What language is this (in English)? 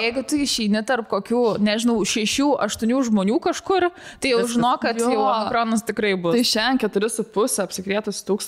Lithuanian